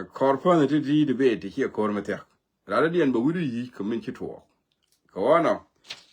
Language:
Nuer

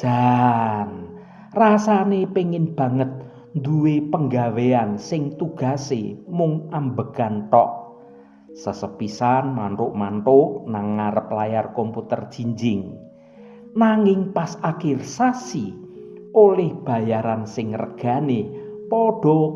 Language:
Javanese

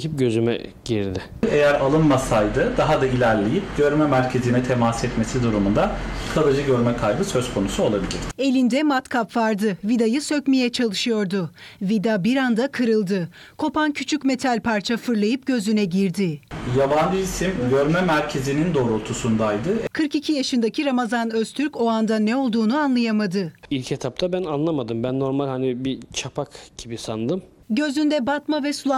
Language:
Turkish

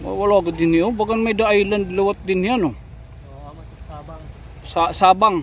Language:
Waray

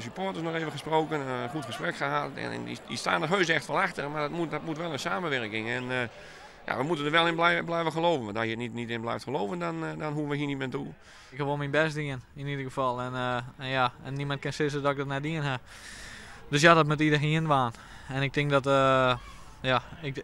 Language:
Western Frisian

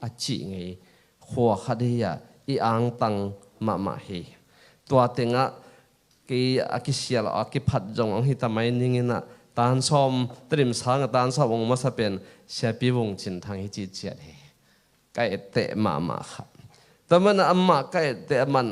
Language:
Tedim Chin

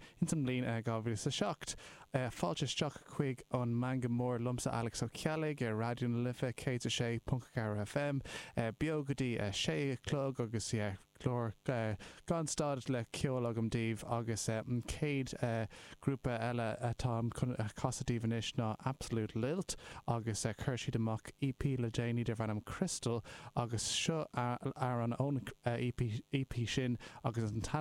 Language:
Irish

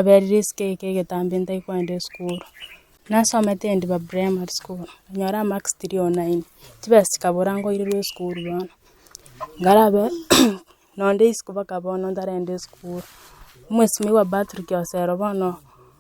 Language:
Gusii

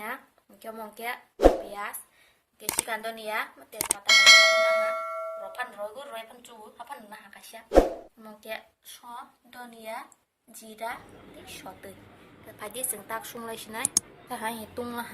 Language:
Kok Borok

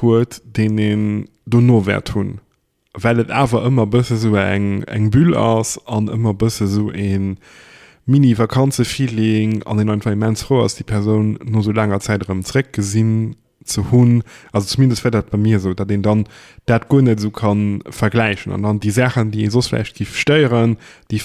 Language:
Luxembourgish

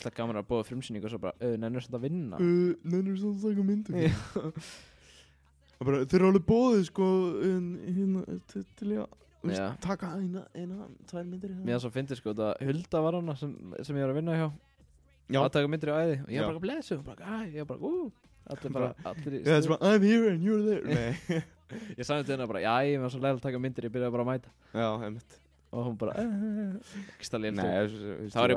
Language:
Icelandic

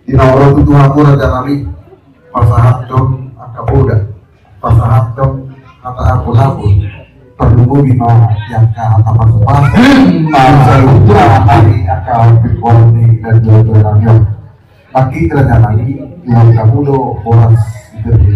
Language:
Batak Toba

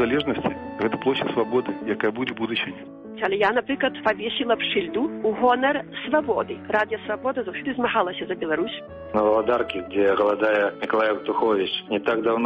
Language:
Belarusian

